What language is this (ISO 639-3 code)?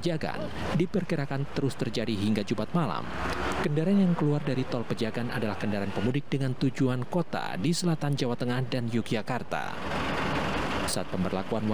ind